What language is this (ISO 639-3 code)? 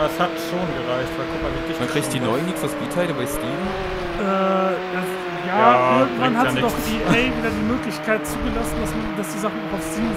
deu